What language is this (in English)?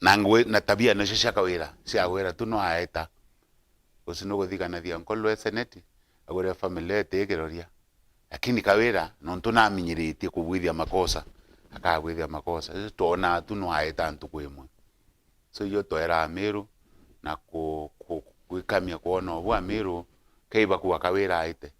Meru